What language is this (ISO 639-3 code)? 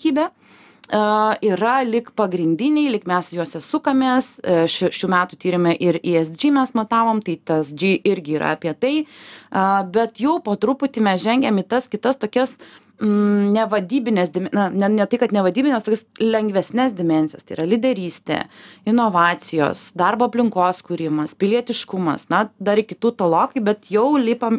lit